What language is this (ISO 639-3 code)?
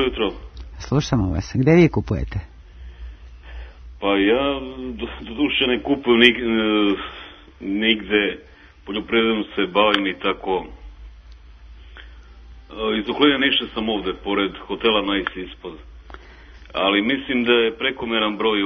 srp